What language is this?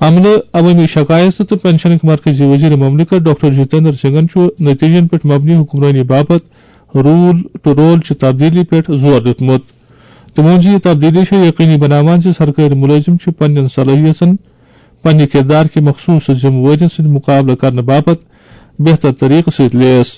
Kashmiri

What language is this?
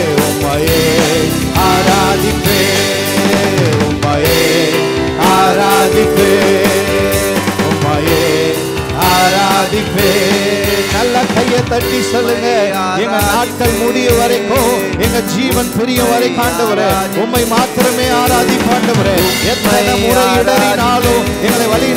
Tamil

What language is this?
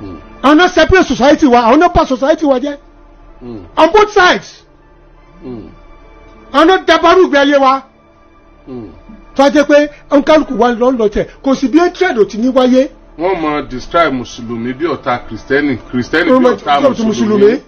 Yoruba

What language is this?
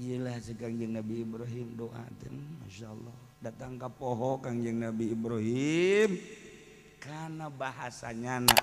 Sundanese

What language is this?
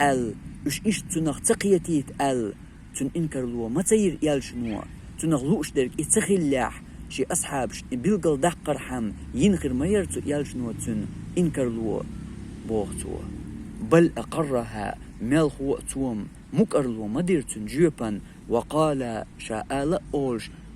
Chechen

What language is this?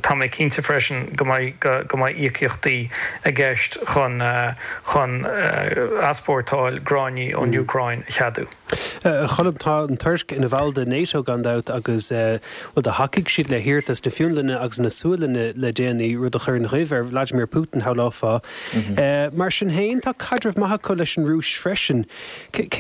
Irish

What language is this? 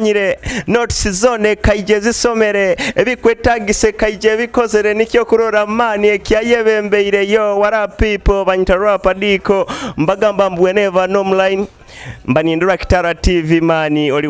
Nyoro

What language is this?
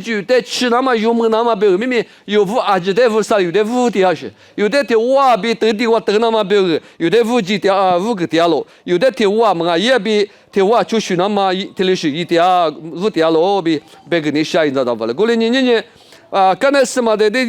Lisu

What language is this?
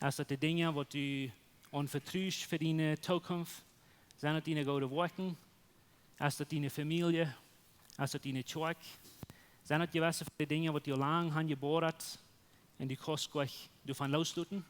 Plautdietsch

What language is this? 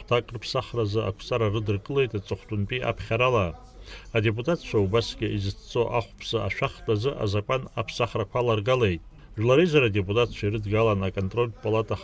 Abkhazian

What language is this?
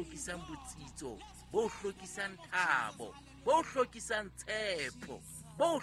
Southern Sotho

